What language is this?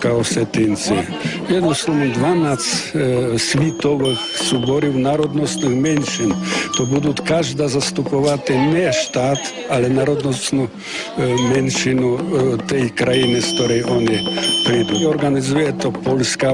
Rusyn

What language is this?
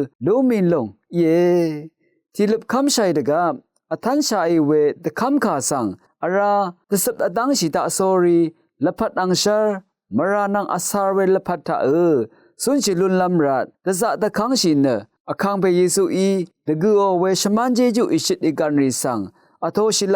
Rawang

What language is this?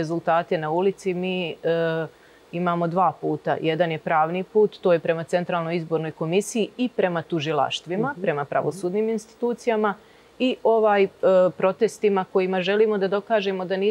Serbian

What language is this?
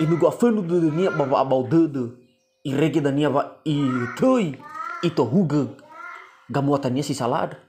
Nias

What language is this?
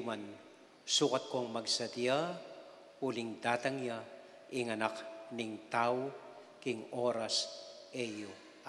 Pampanga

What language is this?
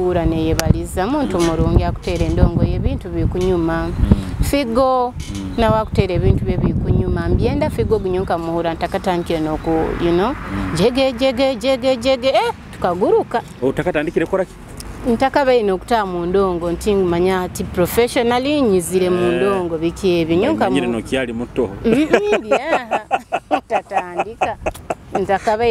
Nyoro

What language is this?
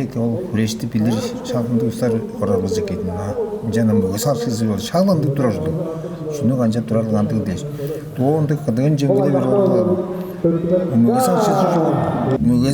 Tuvinian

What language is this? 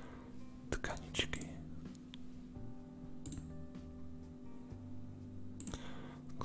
Czech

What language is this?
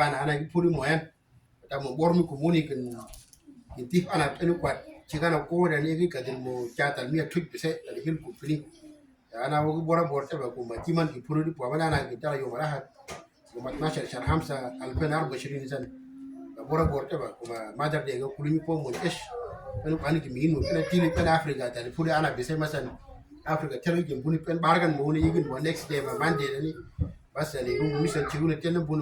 Uduk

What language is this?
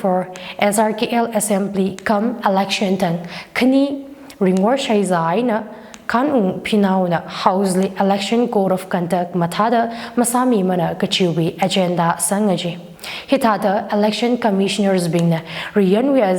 Tangkhul Naga (India)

